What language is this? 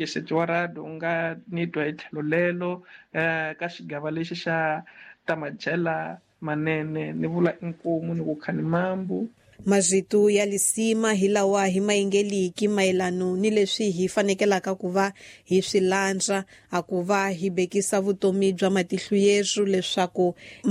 Tsonga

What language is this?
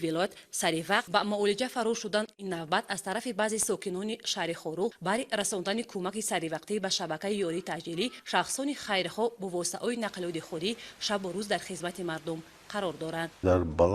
Tajik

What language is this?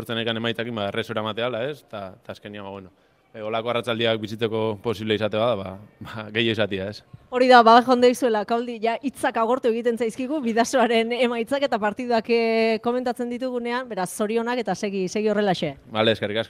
Basque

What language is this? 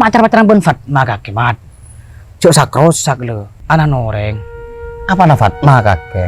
Madurese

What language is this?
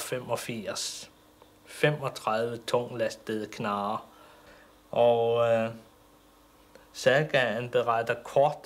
Danish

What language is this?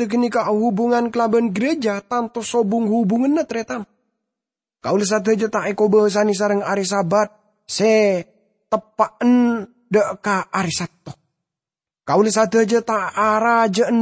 Madurese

